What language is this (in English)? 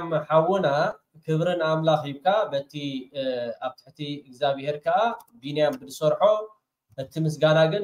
Tigrinya